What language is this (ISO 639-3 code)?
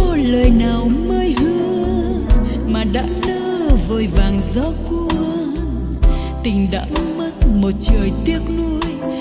vie